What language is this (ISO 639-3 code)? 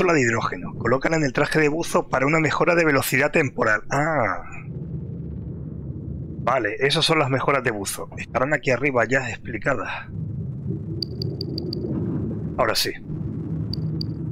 spa